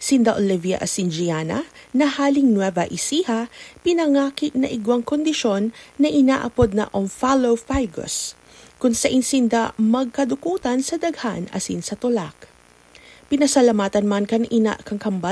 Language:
Bikol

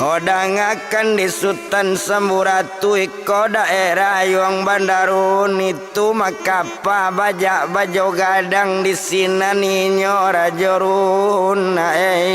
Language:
Minangkabau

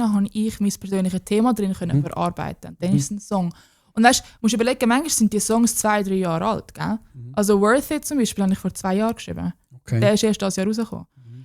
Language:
Swiss German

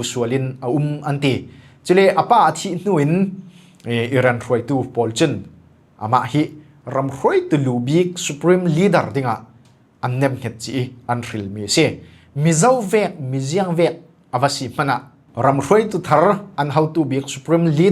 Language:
Falam Chin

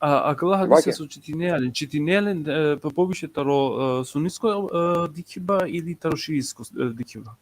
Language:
Balkan Romani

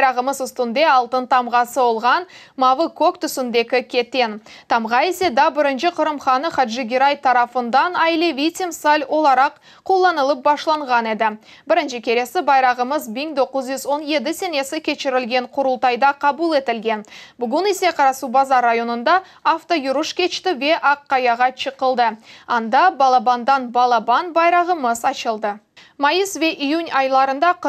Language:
Crimean Tatar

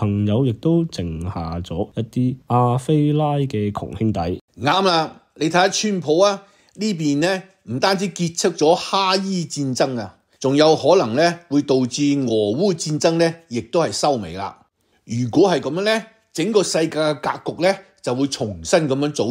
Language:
Cantonese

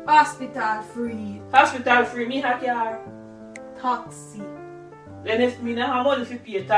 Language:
Jamaican Creole English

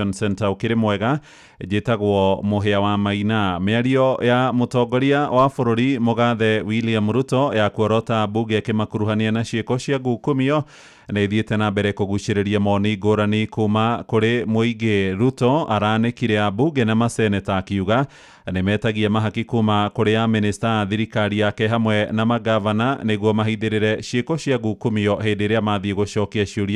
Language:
Kikuyu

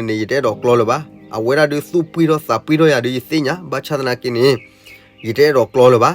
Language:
S'gaw Karen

